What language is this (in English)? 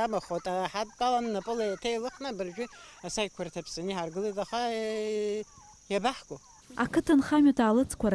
Abkhazian